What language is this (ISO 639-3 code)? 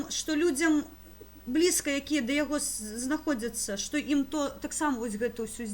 bel